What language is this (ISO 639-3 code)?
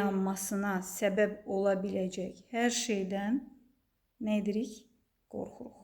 aze